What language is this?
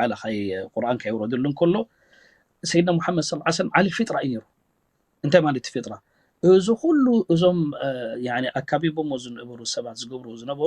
Tigrinya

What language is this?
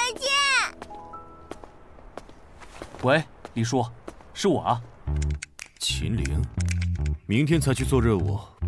Chinese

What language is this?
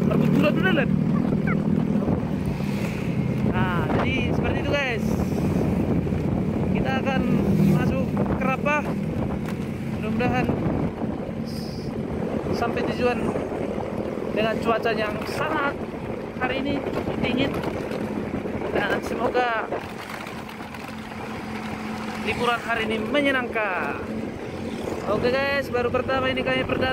Indonesian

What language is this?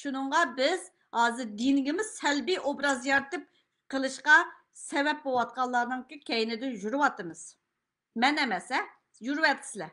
Uyghur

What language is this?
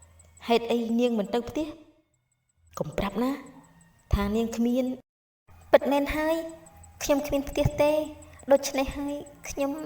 Khmer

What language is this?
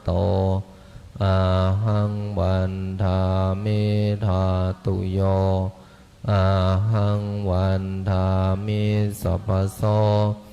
Pali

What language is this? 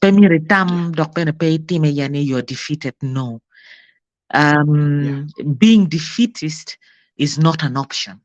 Acoli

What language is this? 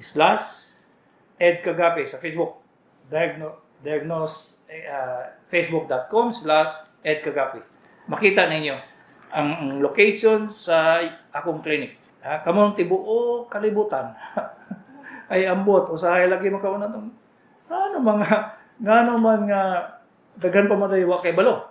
Cebuano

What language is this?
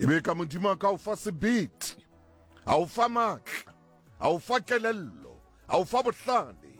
Southern Sotho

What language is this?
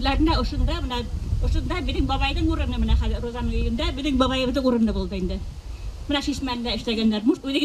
Bashkir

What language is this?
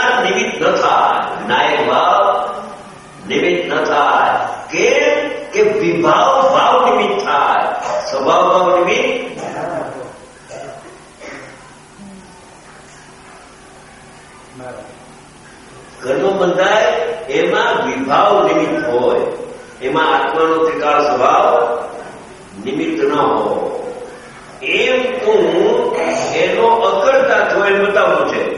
Gujarati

